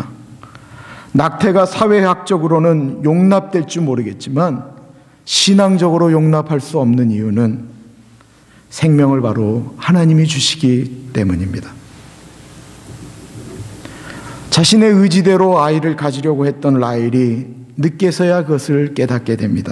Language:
Korean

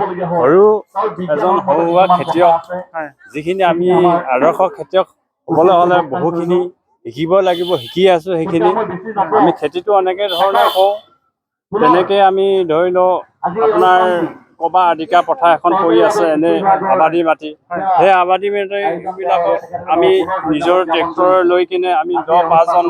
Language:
Assamese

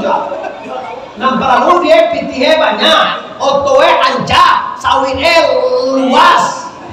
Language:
Minangkabau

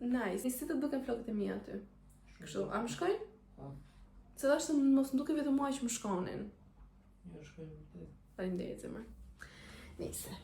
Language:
Albanian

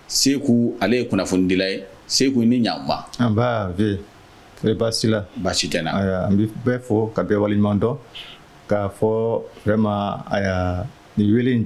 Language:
Bambara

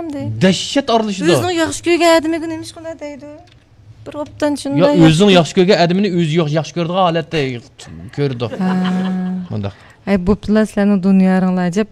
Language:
Uyghur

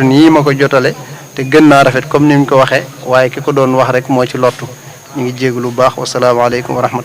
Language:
Wolof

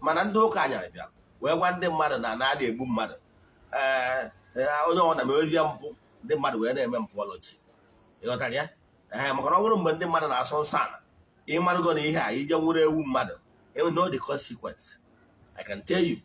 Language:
Igbo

